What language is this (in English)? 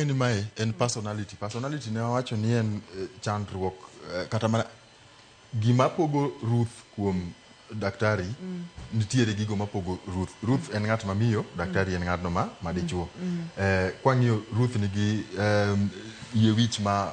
Luo (Kenya and Tanzania)